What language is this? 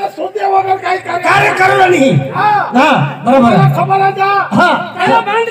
Marathi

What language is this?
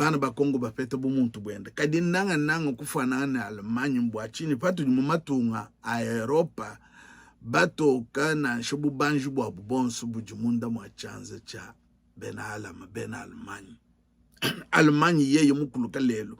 Luba-Lulua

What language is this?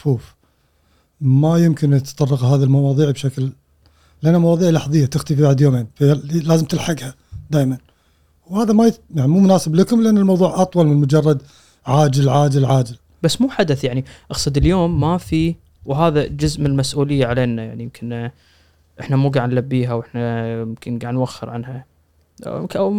Gulf Arabic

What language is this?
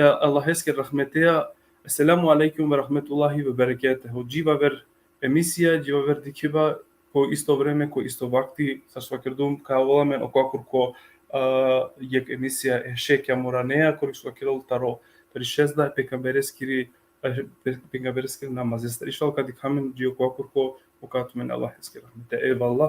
Balkan Romani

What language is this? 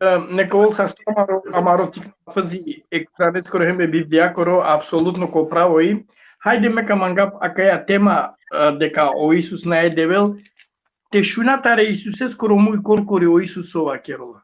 Balkan Romani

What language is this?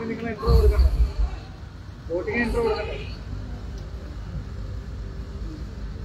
Malayalam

